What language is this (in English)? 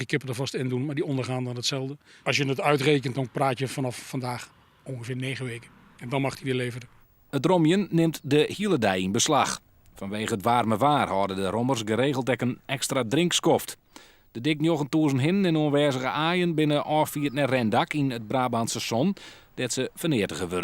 Western Frisian